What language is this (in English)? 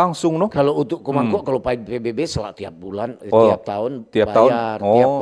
Manado Malay